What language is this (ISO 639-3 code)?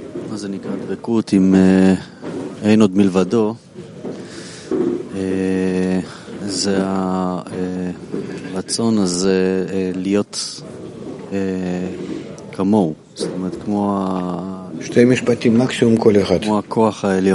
heb